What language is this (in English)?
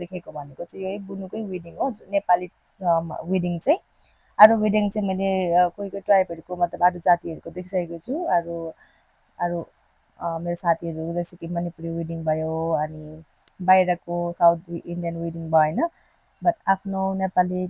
Nepali